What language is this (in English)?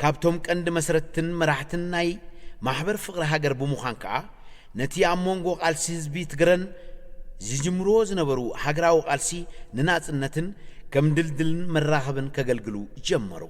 Tigrinya